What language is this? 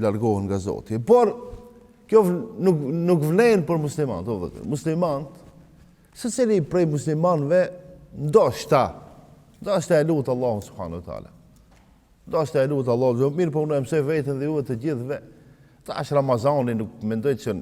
Albanian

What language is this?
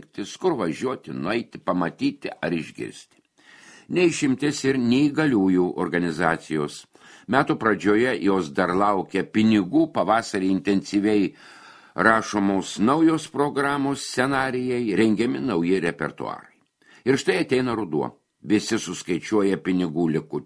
Lithuanian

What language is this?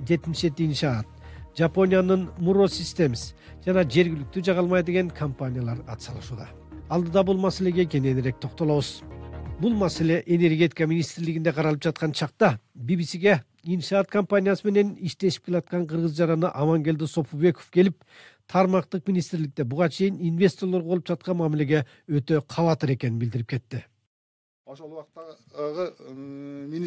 Kyrgyz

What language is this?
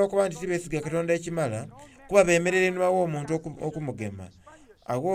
Soga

